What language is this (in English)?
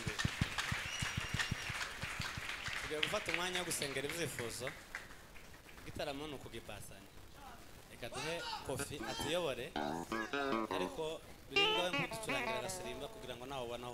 Kinyarwanda